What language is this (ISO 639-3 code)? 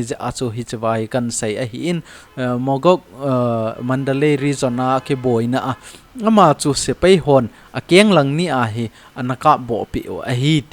tcz